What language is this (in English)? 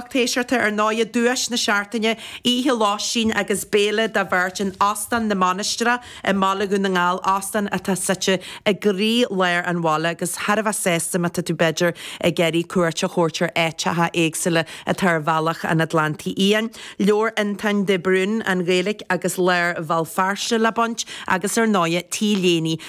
Irish